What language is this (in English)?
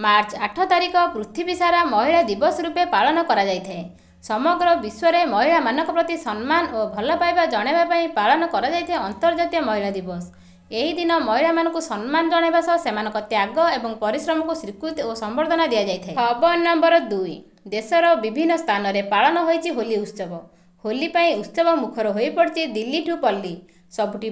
Odia